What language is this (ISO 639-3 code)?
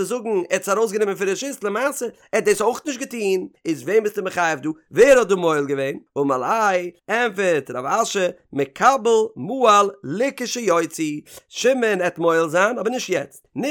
yid